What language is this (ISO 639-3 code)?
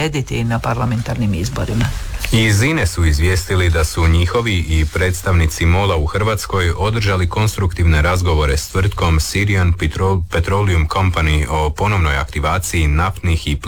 hrv